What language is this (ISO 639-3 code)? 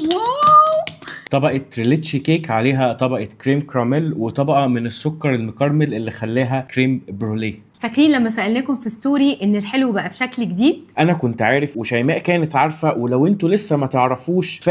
arz